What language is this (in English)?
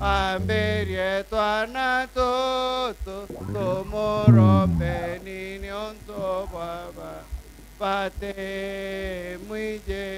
Meru